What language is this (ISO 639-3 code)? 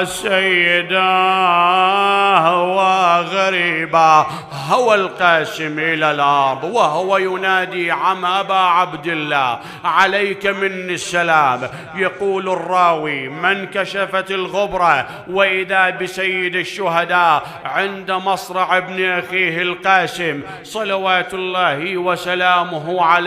acm